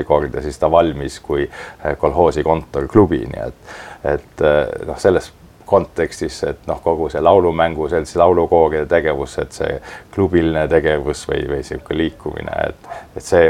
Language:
Estonian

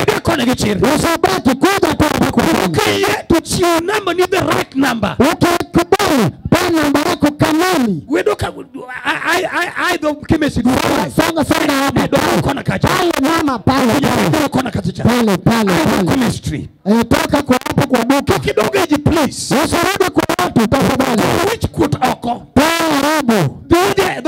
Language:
Luo (Kenya and Tanzania)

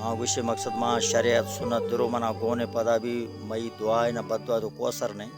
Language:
Baluchi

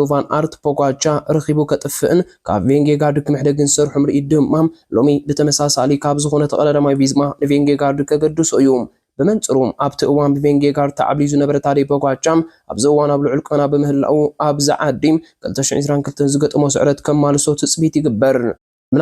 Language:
Tigrinya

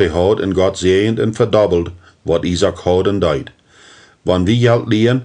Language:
Plautdietsch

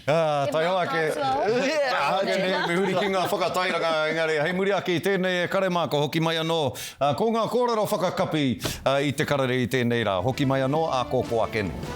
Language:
Māori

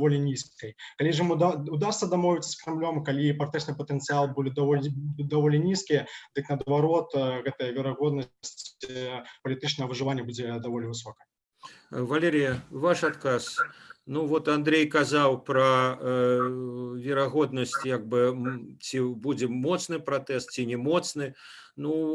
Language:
Belarusian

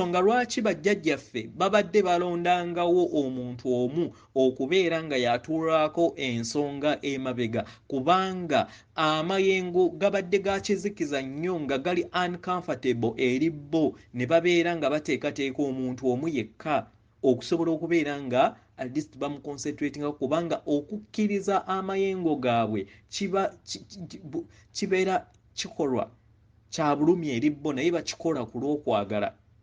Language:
Ganda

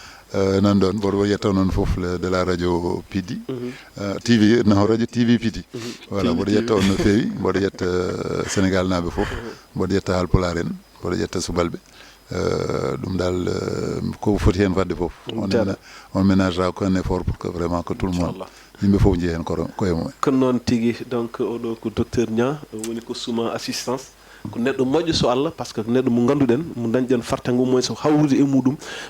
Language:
Fula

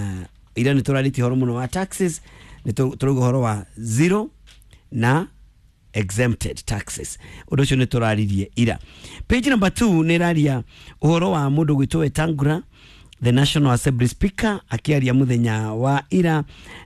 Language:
Kikuyu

